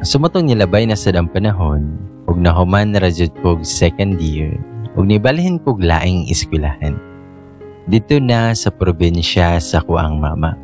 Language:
Cebuano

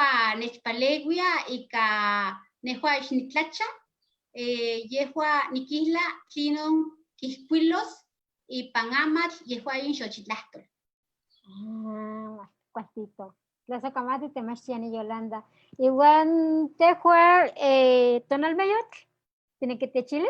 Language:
Eastern Huasteca Nahuatl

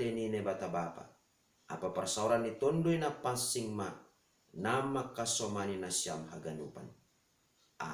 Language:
Batak Simalungun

